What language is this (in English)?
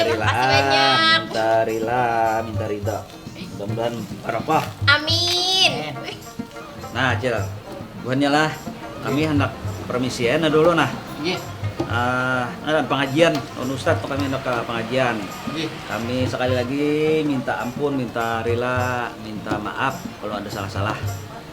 Banjar